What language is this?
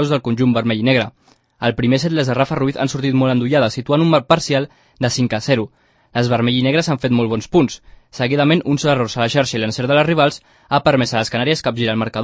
Catalan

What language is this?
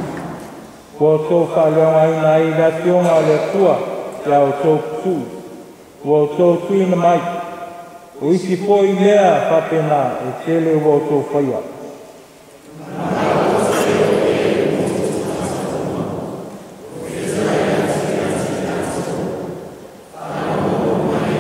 Samoan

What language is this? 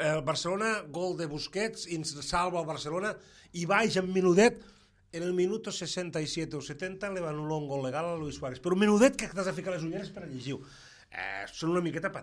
Catalan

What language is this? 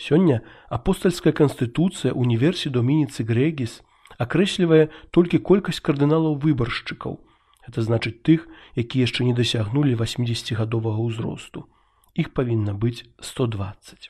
Belarusian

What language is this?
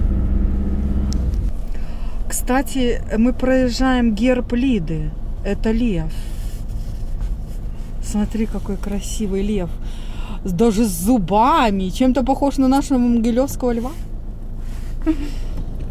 Russian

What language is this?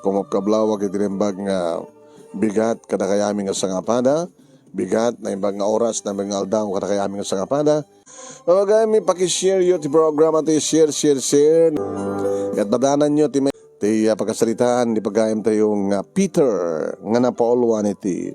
Iloko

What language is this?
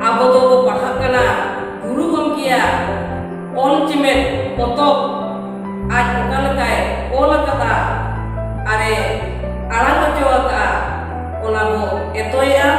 Santali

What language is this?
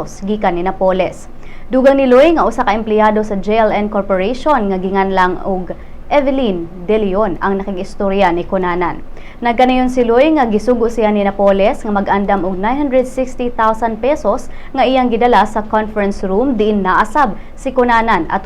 Cebuano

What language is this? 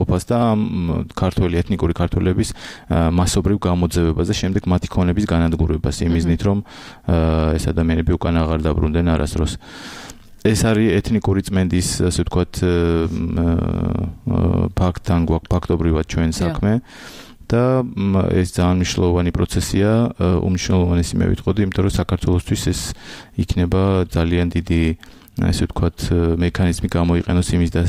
Georgian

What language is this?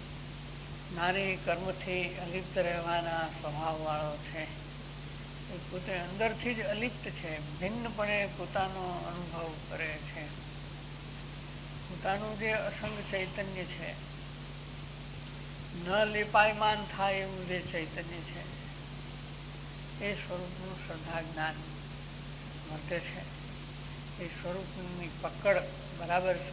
Gujarati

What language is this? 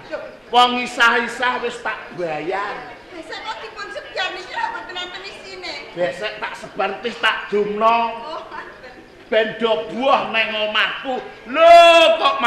Javanese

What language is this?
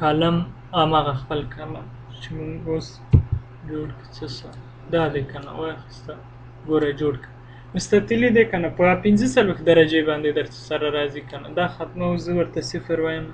Pashto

